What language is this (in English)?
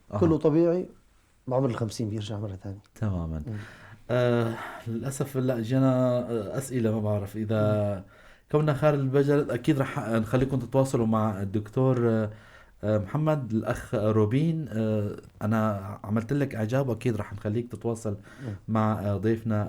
North Levantine Arabic